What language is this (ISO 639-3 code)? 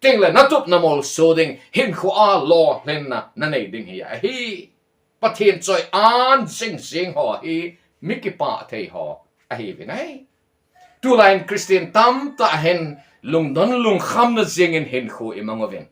tcz